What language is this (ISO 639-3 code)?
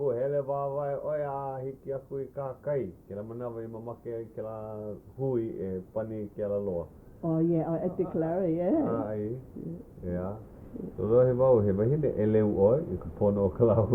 haw